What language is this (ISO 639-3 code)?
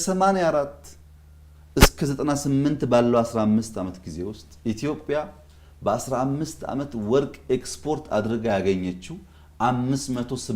amh